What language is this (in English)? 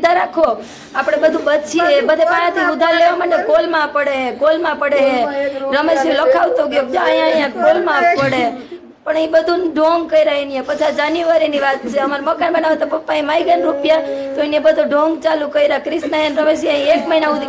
Gujarati